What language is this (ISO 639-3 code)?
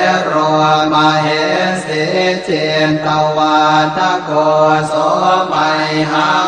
pli